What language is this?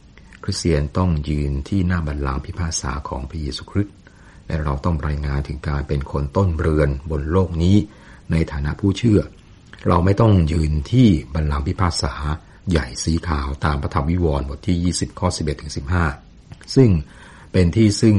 Thai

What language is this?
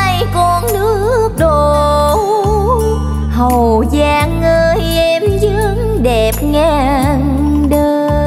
Vietnamese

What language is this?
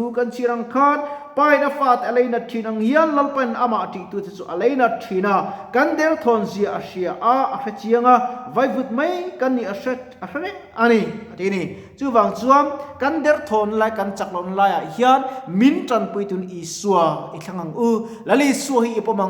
Mizo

